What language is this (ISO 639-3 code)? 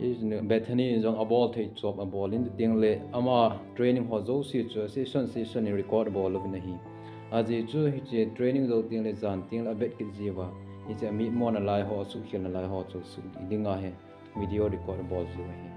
tcz